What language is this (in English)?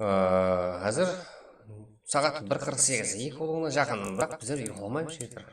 Kara-Kalpak